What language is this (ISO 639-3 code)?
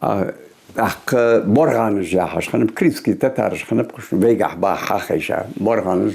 inh